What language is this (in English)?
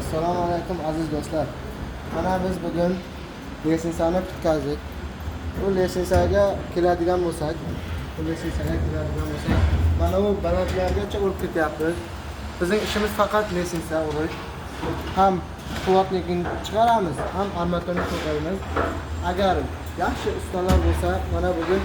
Uzbek